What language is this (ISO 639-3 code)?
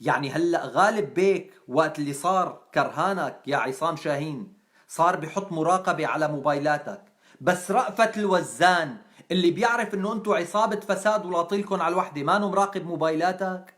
apc